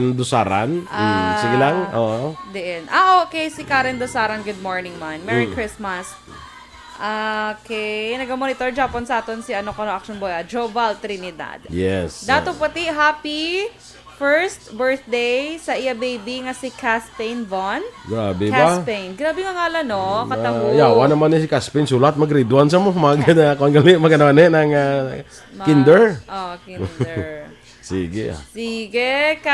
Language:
Hiligaynon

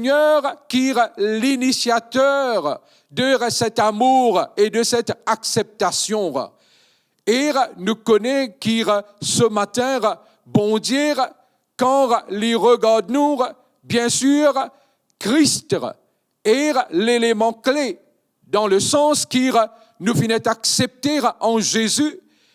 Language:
Morisyen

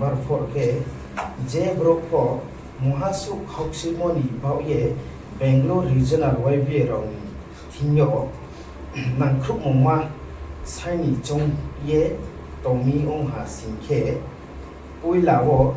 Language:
Riang (India)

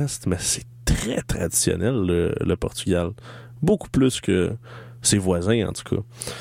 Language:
French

